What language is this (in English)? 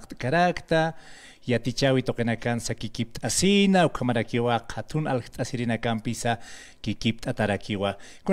Aymara